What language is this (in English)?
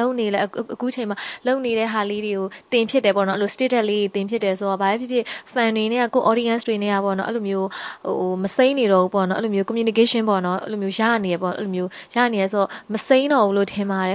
Burmese